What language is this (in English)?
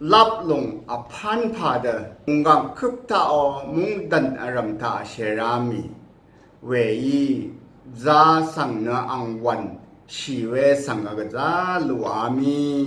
Rawang